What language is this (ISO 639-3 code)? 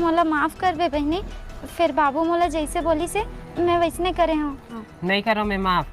hne